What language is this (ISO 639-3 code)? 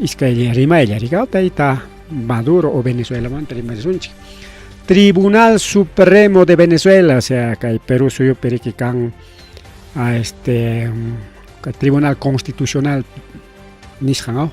quy